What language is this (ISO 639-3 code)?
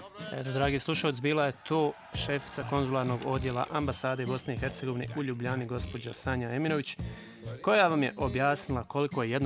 bos